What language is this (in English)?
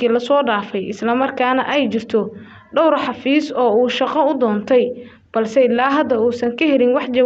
Somali